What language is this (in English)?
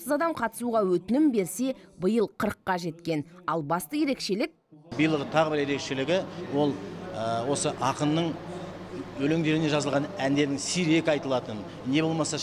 Kazakh